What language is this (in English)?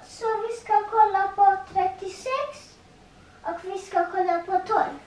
Faroese